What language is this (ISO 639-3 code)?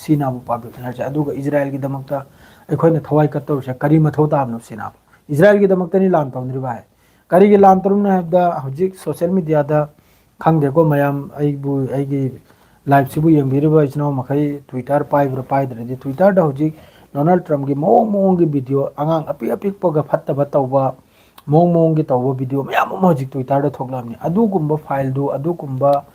mni